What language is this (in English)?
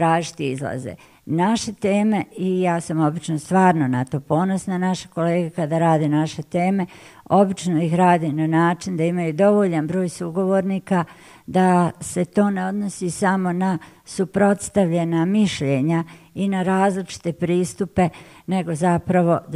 Bosnian